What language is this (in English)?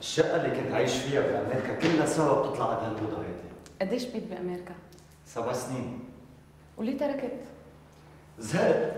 North Levantine Arabic